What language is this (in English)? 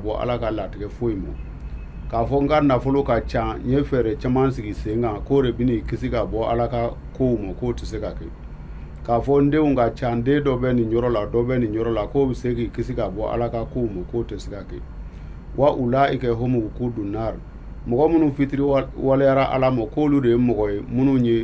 Bambara